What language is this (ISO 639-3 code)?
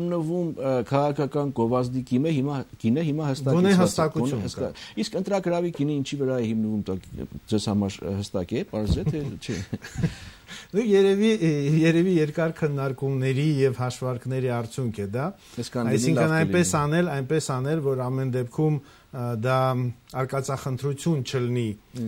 hye